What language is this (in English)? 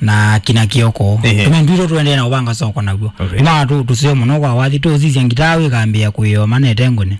Kamba